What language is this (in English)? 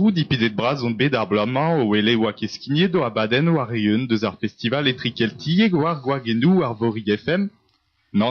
Breton